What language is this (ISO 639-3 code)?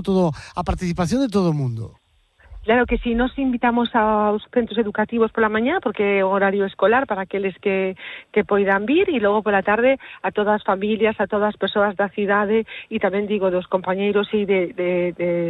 glg